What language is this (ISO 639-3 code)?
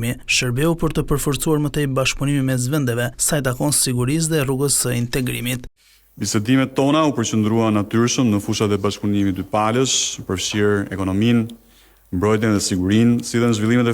sqi